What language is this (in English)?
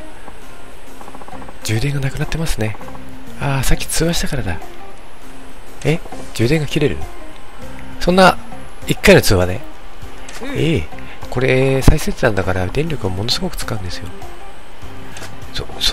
Japanese